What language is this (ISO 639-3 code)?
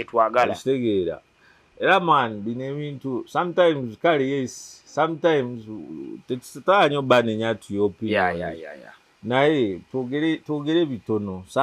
lug